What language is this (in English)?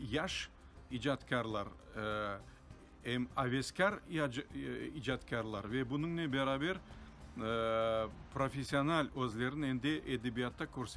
Crimean Tatar